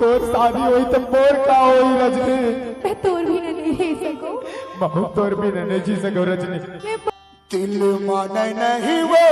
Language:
Chhattisgarhi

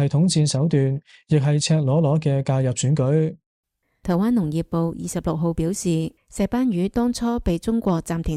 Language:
Cantonese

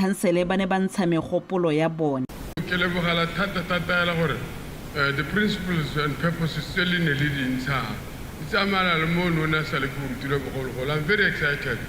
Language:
Tswana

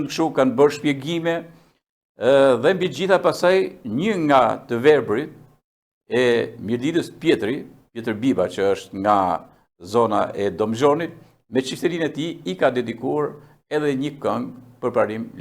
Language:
Albanian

